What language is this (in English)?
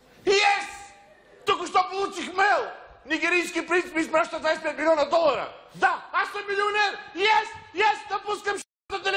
Bulgarian